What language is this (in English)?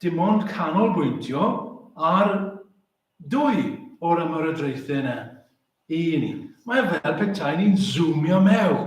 Welsh